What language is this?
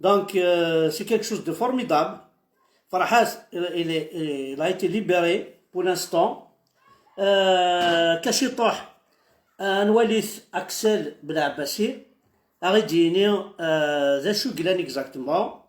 Kabyle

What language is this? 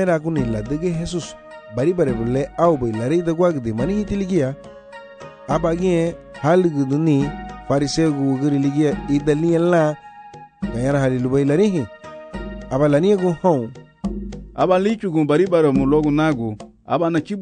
Garifuna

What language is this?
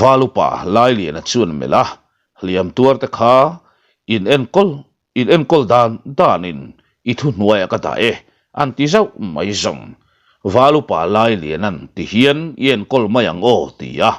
Mizo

